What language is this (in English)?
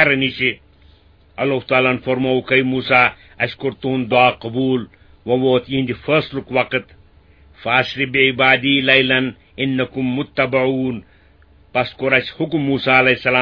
Kashmiri